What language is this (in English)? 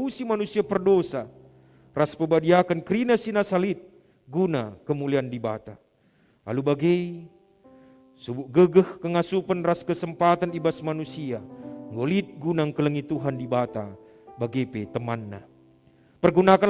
Batak Karo